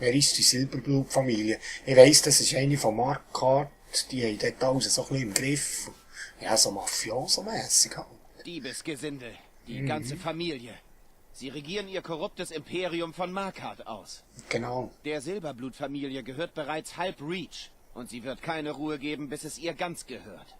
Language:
Swiss German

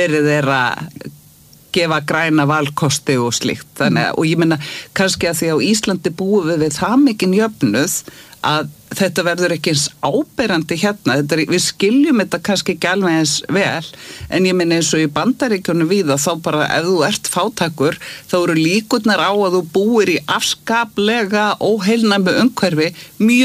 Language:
Icelandic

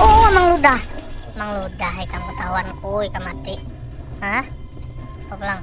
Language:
Banjar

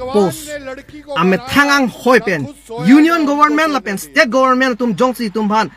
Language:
Karbi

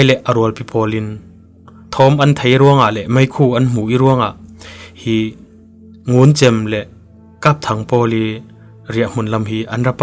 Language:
Falam Chin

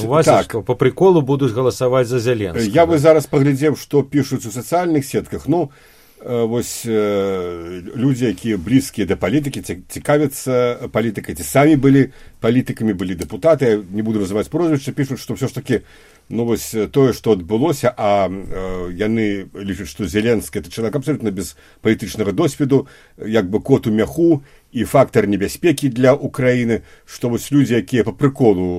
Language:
Belarusian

